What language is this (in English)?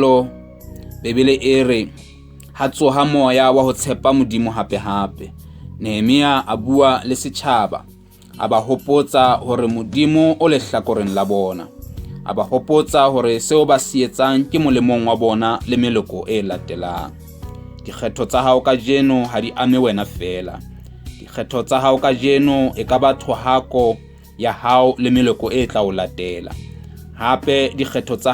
Southern Sotho